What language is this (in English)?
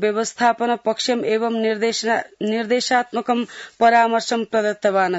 Sanskrit